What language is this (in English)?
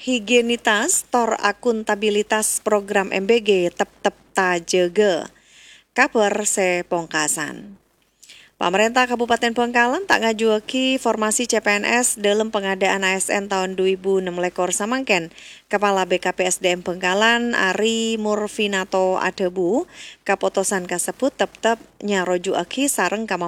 Madurese